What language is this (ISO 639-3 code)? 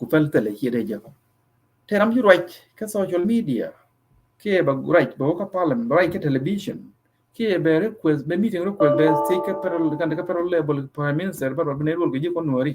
nus